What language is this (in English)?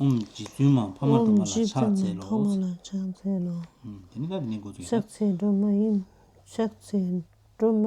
Tibetan